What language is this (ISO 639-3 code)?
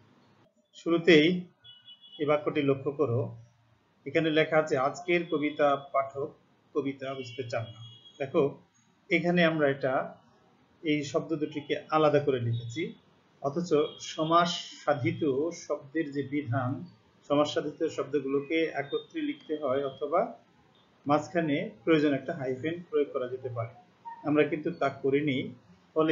ben